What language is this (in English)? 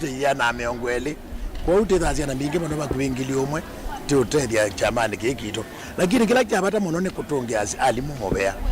Kamba